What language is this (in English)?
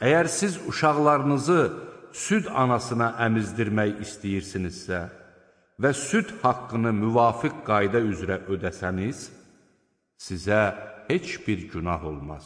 Azerbaijani